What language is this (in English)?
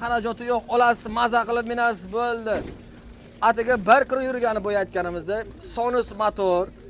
Uzbek